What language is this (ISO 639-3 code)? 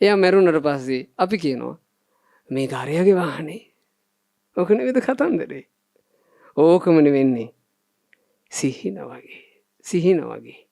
sin